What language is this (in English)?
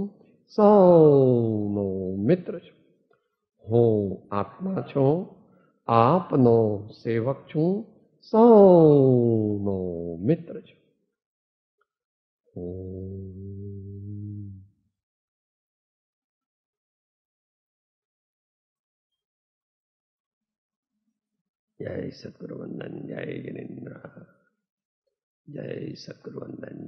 Gujarati